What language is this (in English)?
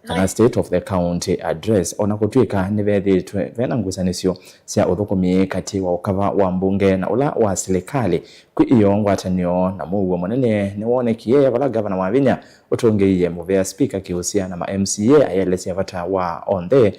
Kamba